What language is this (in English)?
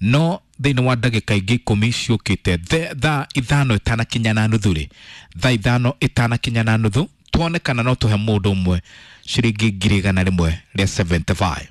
Kikuyu